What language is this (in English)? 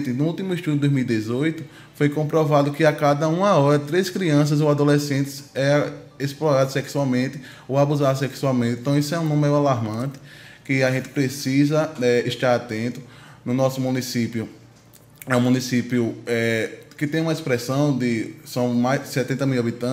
Portuguese